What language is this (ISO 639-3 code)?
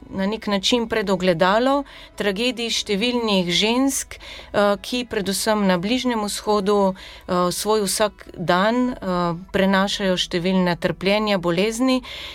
slv